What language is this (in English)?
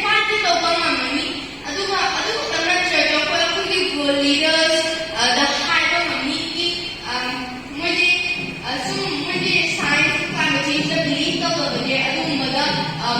Manipuri